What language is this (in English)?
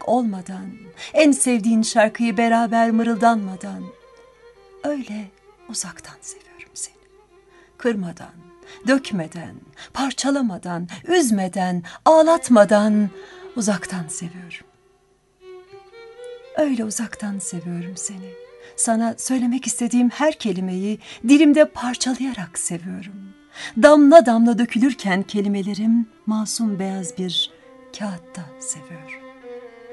Turkish